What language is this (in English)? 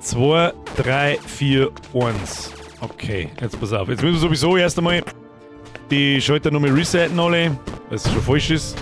Bavarian